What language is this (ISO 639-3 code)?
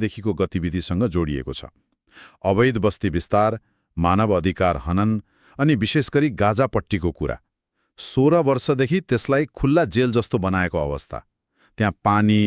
nep